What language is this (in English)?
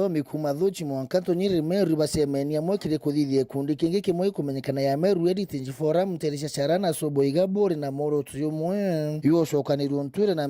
Meru